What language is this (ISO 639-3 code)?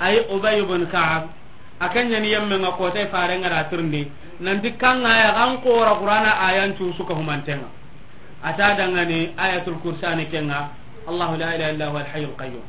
snk